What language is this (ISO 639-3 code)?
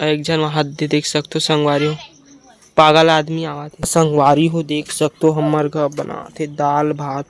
hne